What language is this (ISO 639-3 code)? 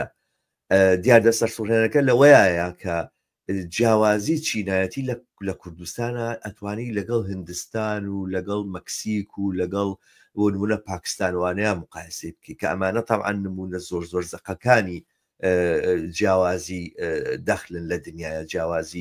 ckb